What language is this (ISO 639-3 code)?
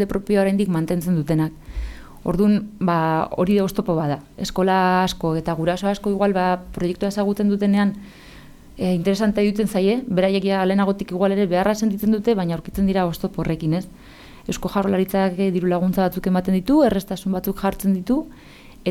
eus